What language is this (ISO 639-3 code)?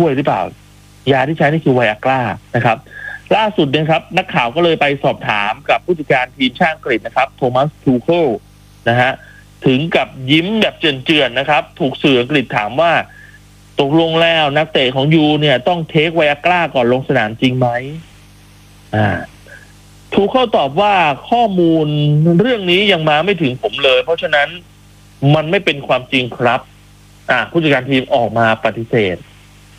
tha